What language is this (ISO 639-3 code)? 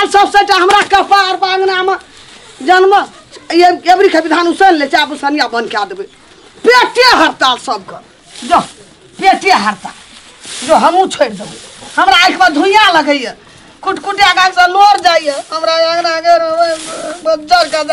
mai